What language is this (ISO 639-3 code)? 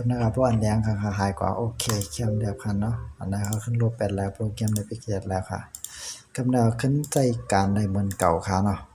shn